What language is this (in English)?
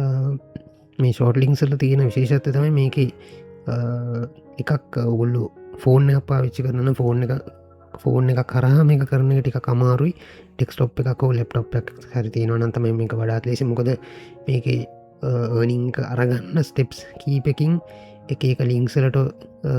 Sinhala